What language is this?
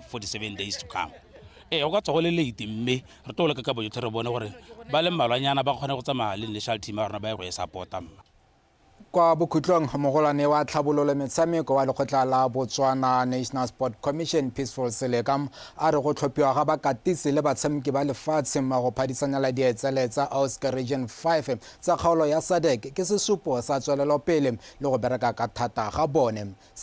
Tswana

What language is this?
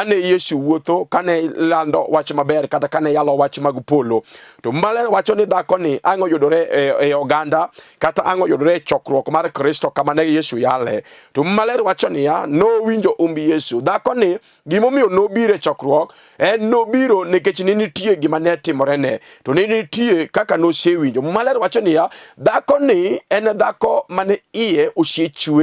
Luo (Kenya and Tanzania)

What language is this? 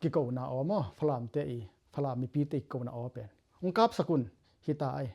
Tedim Chin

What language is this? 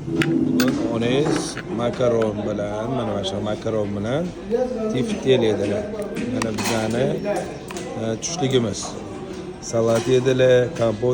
Uzbek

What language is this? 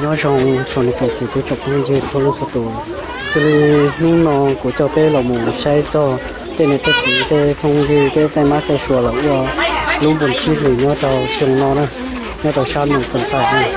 Hmong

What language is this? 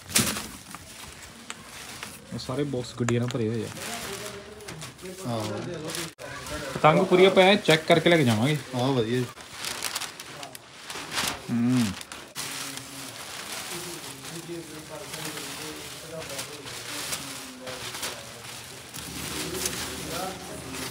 Punjabi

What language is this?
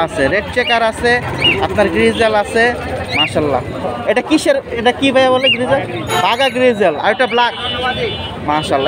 Bangla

